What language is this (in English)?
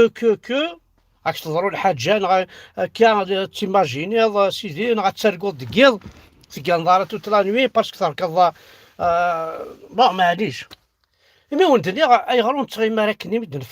Kabyle